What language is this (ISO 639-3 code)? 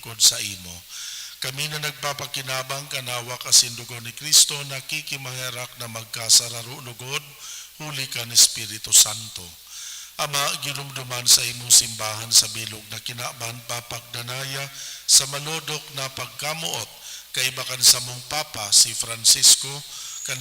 bik